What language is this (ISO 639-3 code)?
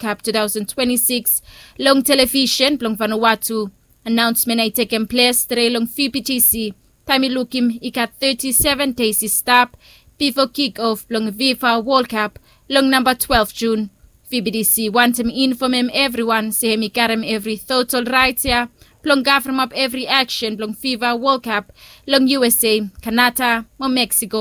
bis